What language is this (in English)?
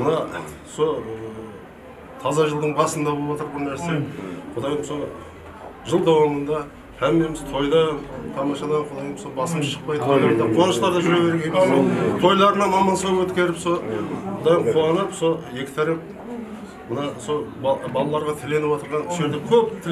Kara-Kalpak